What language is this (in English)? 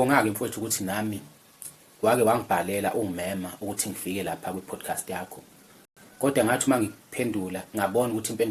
Zulu